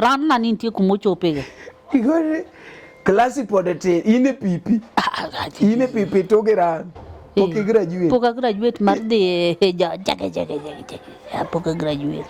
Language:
Luo (Kenya and Tanzania)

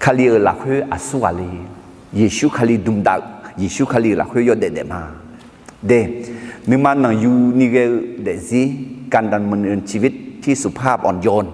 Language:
Akha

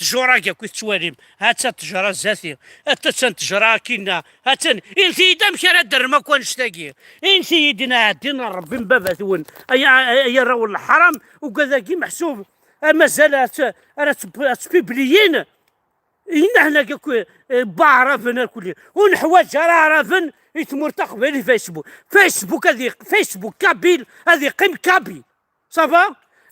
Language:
Kabyle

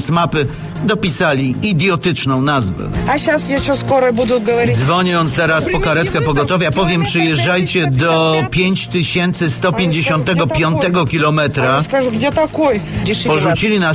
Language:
Polish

